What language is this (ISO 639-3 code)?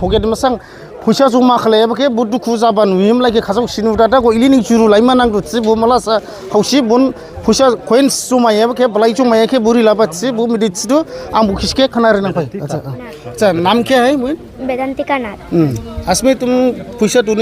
dis